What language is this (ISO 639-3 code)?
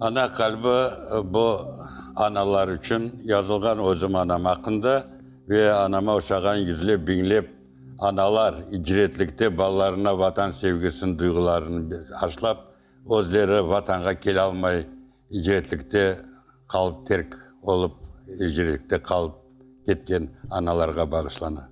crh